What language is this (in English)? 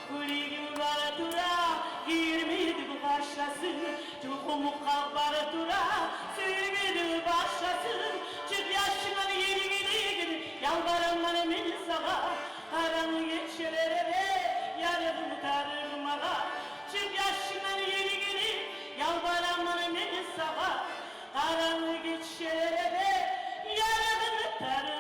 Kumyk